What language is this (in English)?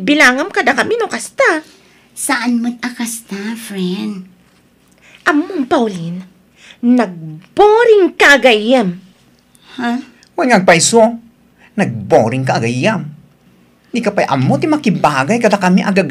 Iloko